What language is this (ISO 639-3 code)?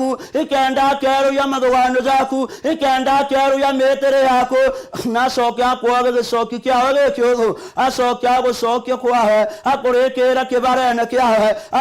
mer